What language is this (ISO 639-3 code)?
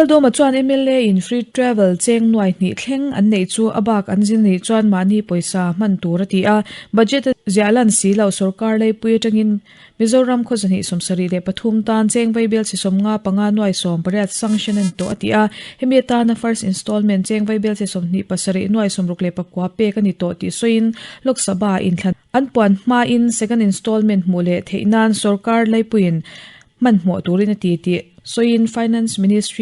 lus